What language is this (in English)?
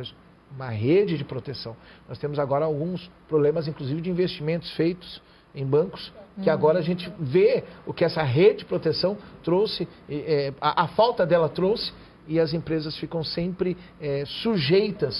Portuguese